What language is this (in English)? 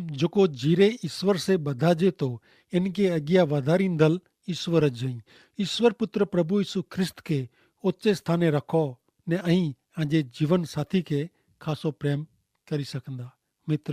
Kachhi